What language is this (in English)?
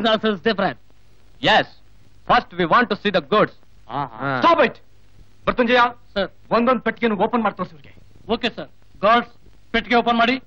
Kannada